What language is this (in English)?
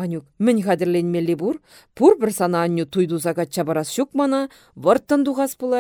Chuvash